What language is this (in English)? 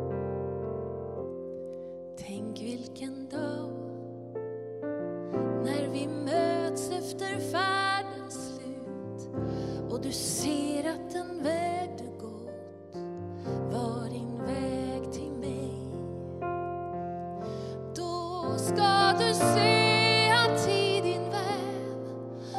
Swedish